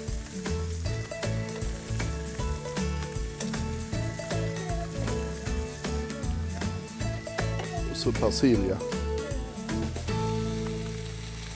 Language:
Swedish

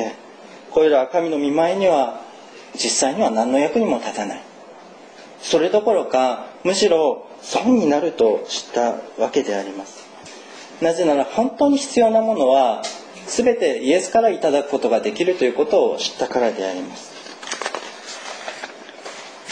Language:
Japanese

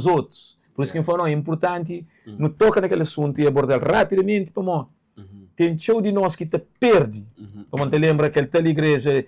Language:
Kabuverdianu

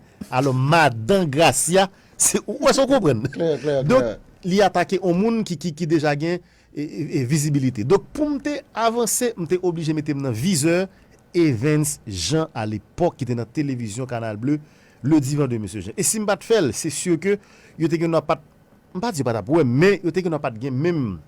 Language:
Haitian Creole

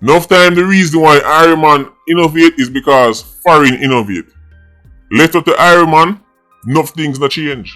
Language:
Jamaican Creole English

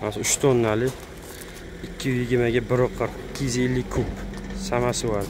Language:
Uzbek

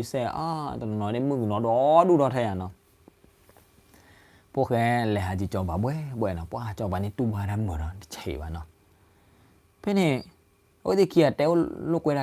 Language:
S'gaw Karen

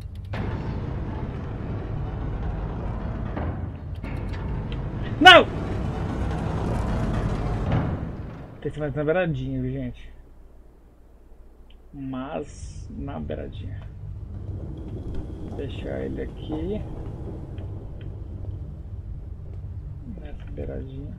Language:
Portuguese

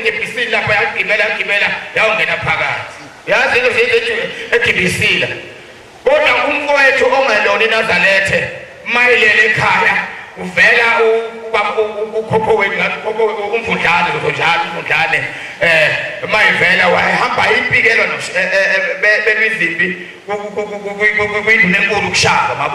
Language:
Zulu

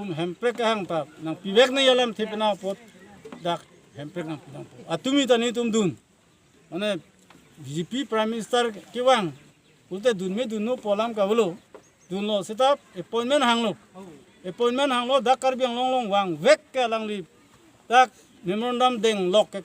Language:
Karbi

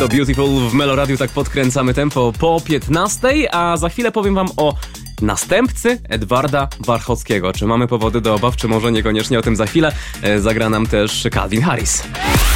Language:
Polish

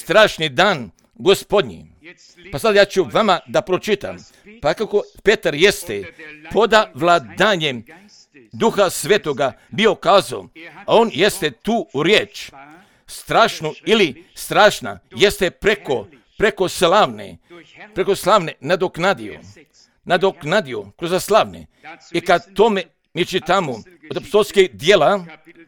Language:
Croatian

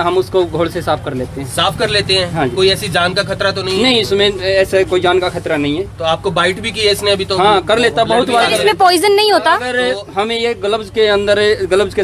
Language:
Hindi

